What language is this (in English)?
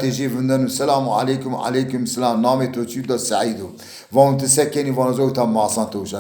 Zaza